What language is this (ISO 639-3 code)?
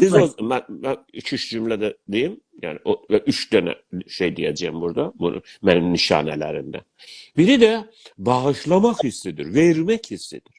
azb